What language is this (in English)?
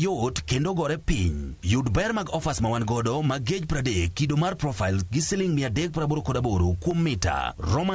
Luo (Kenya and Tanzania)